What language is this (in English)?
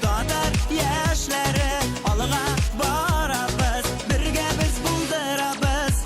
Tatar